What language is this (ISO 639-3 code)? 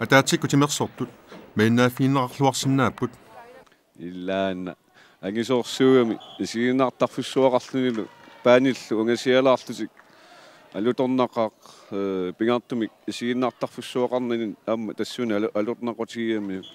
kal